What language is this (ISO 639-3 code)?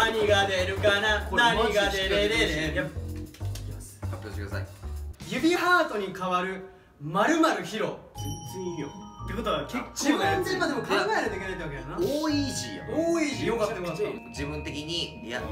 jpn